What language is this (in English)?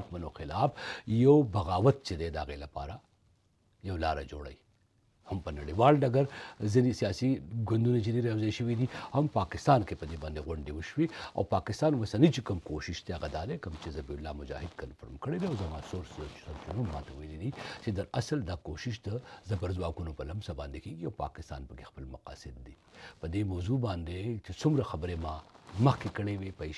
Pashto